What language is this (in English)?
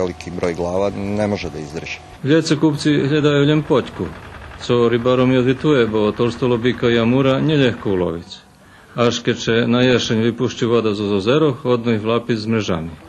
Rusyn